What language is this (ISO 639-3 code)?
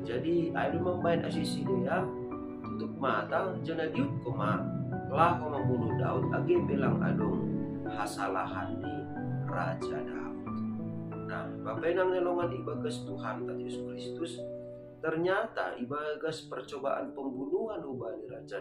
bts